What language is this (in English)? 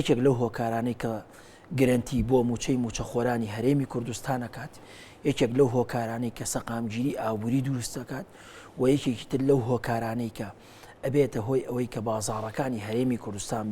Central Kurdish